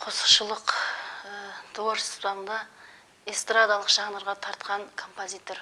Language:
Kara-Kalpak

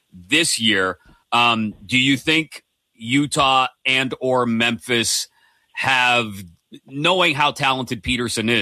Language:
English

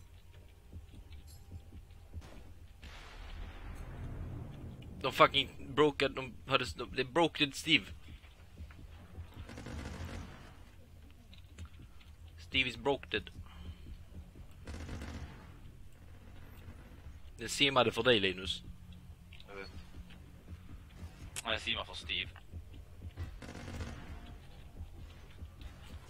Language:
Swedish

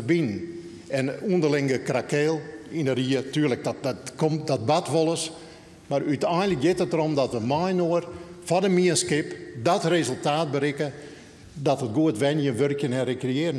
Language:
Western Frisian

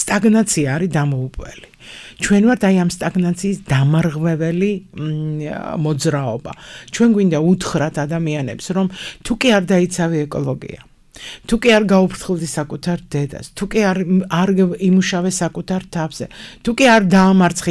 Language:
Georgian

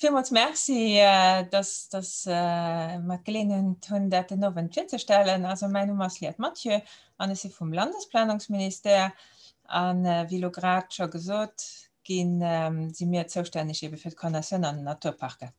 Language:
Luxembourgish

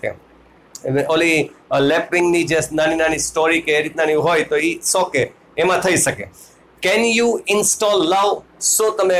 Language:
Gujarati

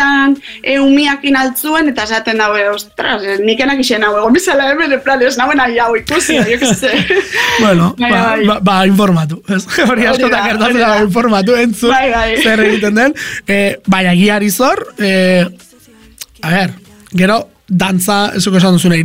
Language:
Basque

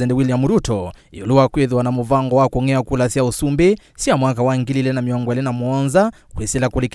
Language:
Kamba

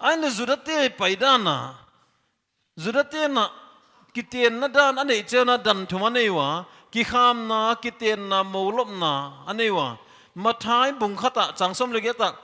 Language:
Paite Chin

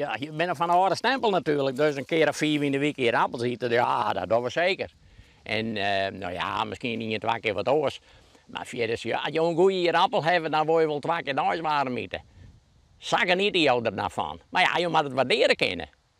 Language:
Western Frisian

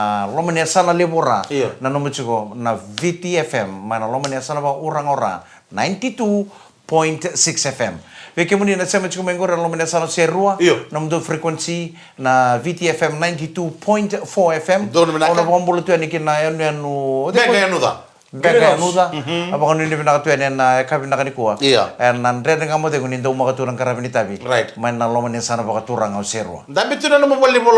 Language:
Fijian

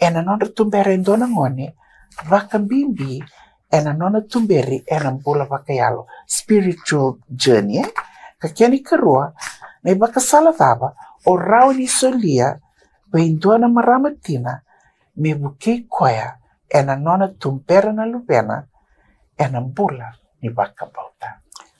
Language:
Fijian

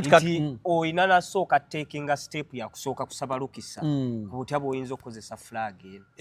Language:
Ganda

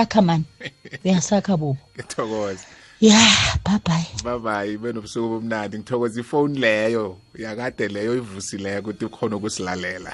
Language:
South Ndebele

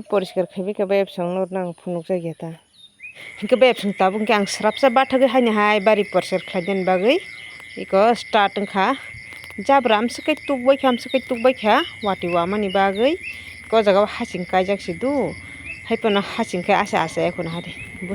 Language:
Kok Borok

